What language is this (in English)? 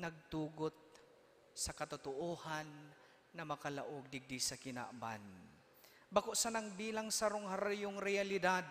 Bikol